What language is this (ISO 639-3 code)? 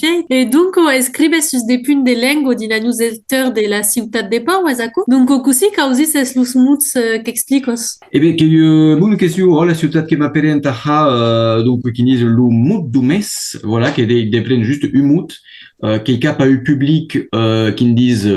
oci